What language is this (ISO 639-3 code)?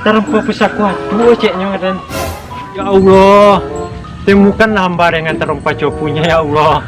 min